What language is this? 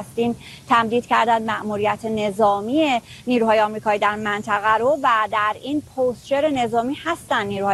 Persian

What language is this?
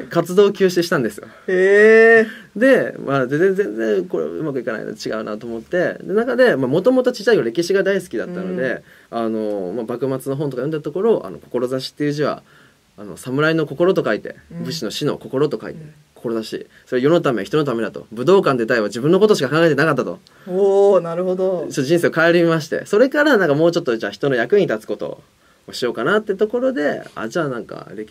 Japanese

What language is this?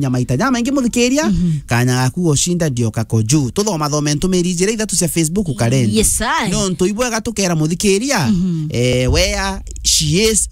Meru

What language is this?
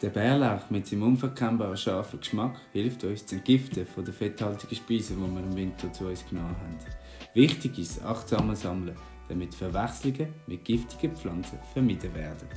Swiss German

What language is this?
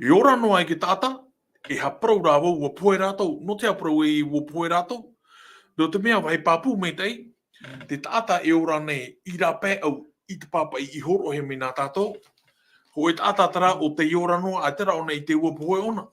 Tahitian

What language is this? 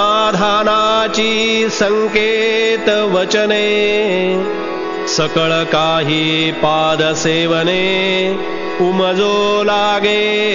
Marathi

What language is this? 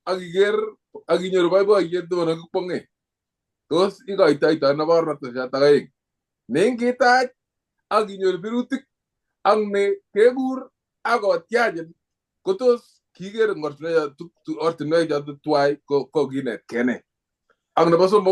Kalenjin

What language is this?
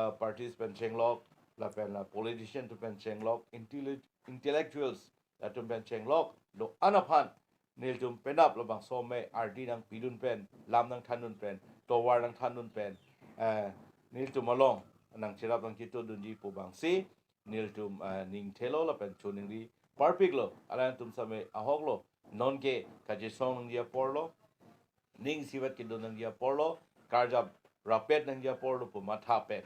Karbi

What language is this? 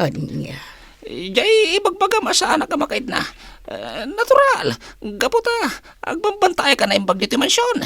Iloko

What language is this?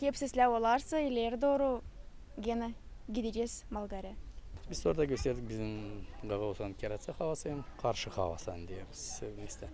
Gagauz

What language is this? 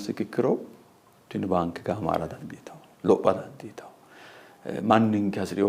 Sidamo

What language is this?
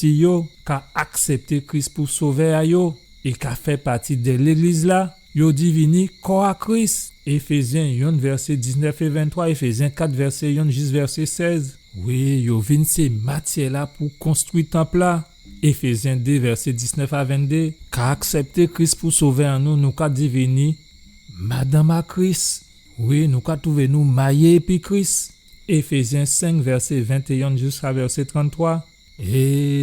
Guadeloupean Creole French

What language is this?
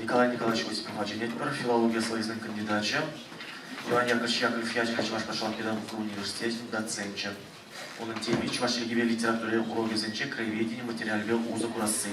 Chuvash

